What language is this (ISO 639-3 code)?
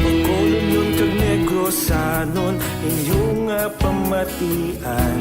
hil